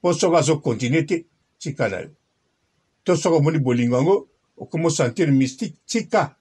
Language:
Lingala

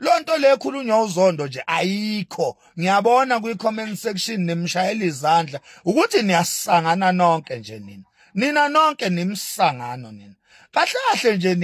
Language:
Zulu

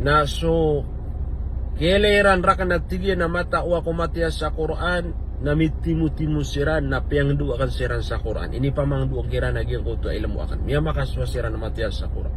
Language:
Maranao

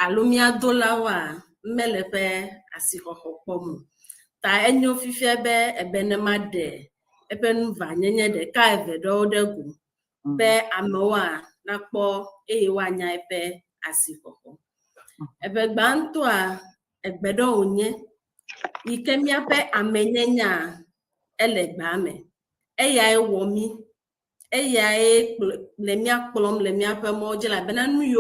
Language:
Ewe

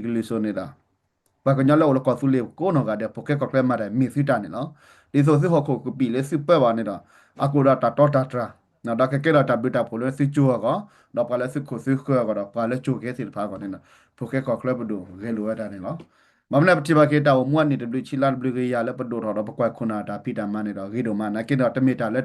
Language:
S'gaw Karen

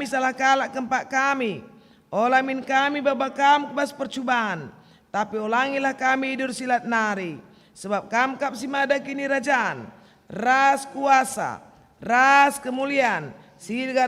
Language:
Batak Karo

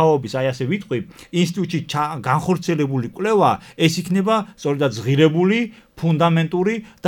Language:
Georgian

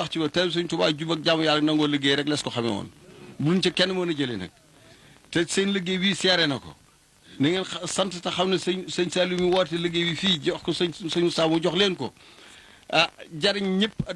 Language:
Wolof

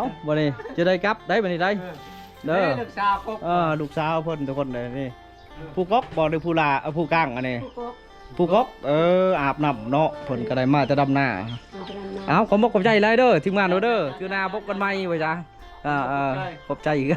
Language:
Lao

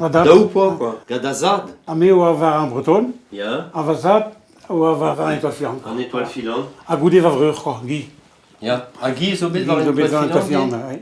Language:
Breton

